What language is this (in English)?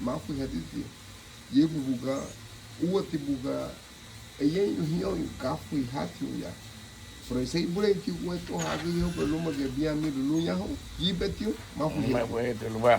Garifuna